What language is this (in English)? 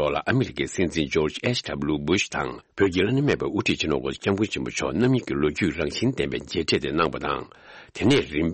Tibetan